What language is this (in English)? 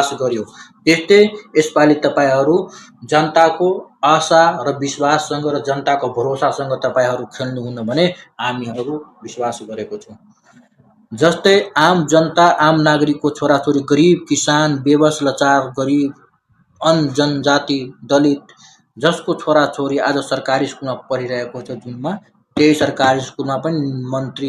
Nepali